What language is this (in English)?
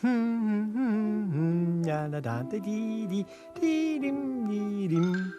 Romansh